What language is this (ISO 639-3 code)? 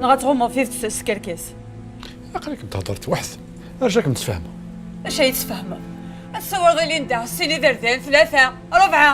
kab